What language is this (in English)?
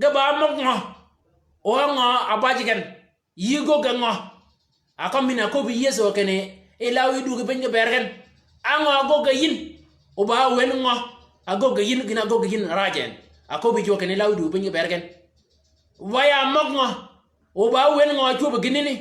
Shilluk